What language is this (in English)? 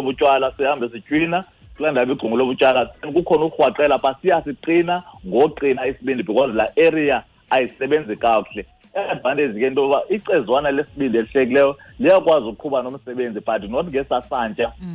Xhosa